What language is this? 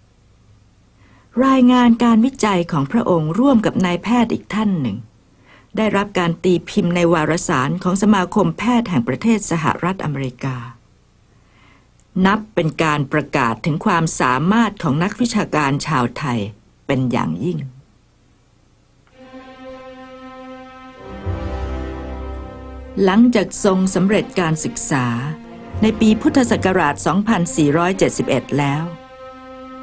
Thai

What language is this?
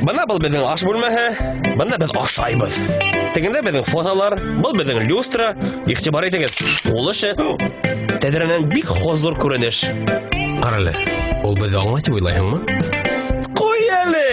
Bashkir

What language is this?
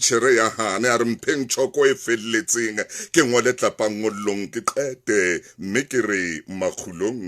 Southern Sotho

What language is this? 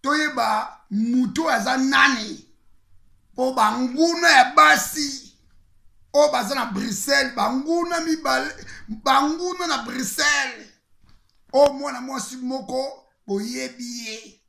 Lingala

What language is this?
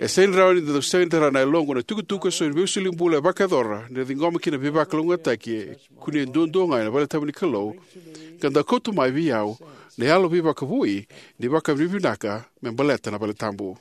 Fijian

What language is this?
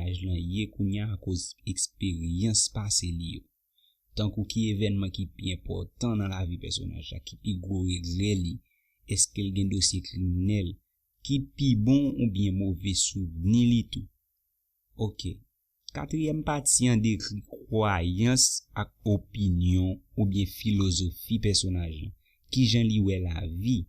Haitian Creole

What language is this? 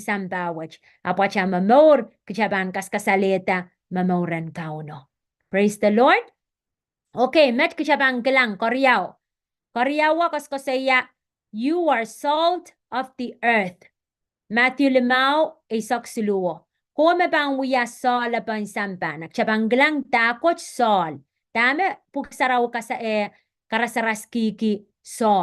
Pohnpeian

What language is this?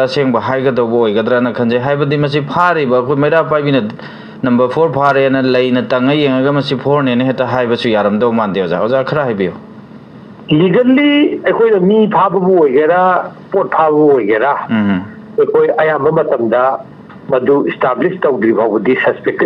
Manipuri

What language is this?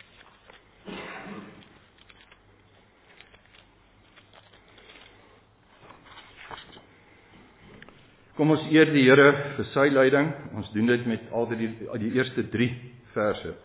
Afrikaans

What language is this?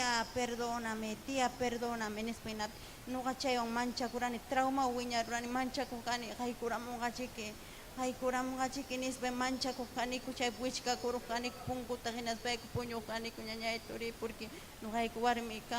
Ayacucho Quechua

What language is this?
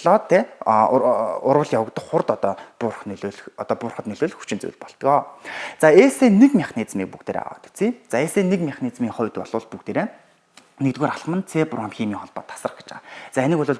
Mongolian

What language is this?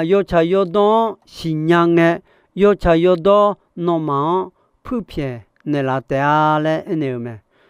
Akha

